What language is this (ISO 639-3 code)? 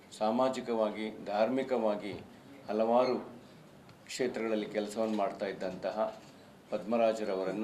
kan